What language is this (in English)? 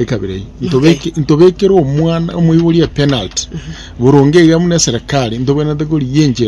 Gusii